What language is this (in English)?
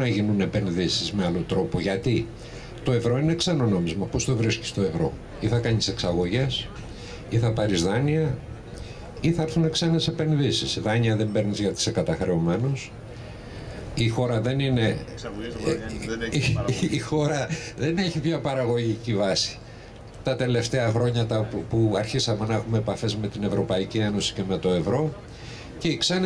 Greek